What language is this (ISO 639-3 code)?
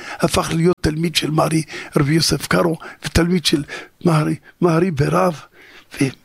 heb